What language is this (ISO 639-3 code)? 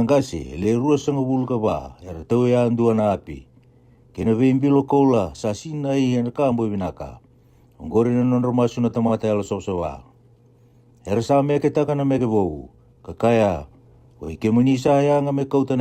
fij